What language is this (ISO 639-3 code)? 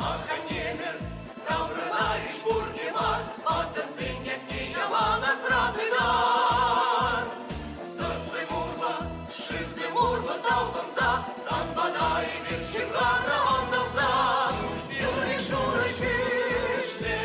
chv